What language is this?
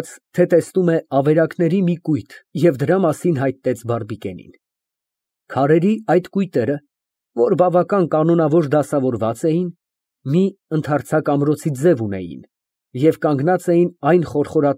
Armenian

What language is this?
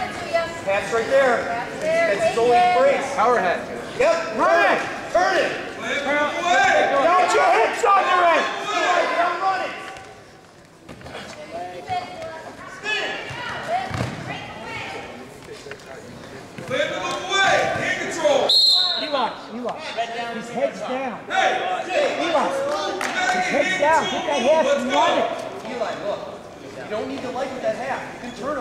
English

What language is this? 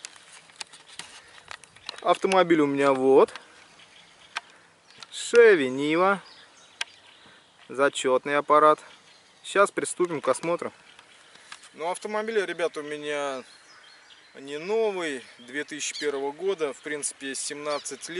Russian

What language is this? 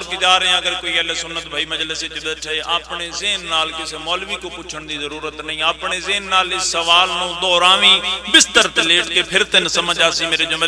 Pahari-Potwari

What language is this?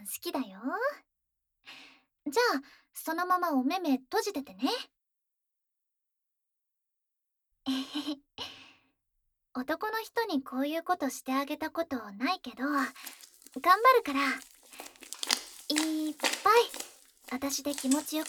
Japanese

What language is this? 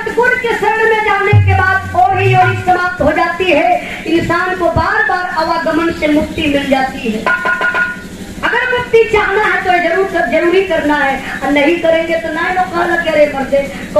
Bhojpuri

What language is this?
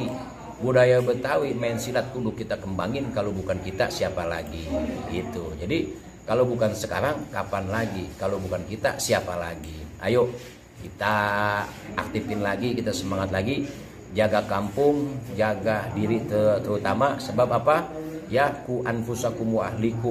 Betawi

